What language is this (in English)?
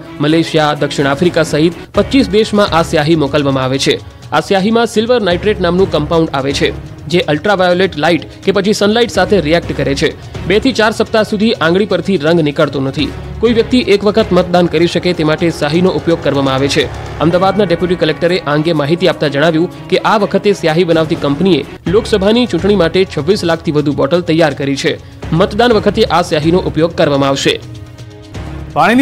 Gujarati